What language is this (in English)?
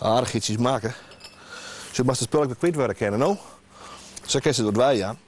Western Frisian